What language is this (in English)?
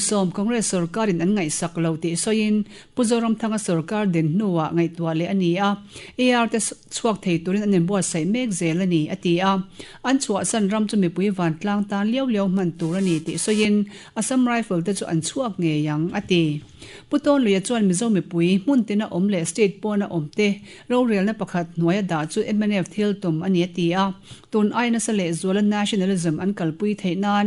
Mizo